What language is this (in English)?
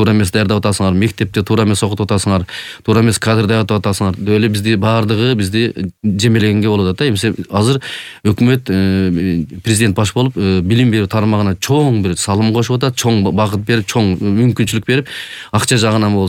Kyrgyz